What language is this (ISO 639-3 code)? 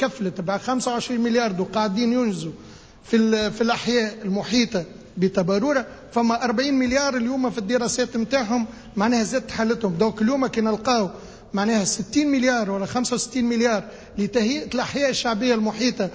aeb